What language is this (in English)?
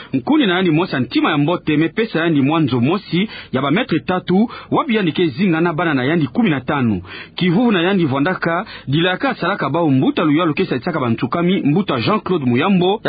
Kituba (Democratic Republic of Congo)